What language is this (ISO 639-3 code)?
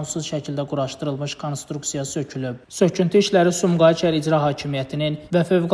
aze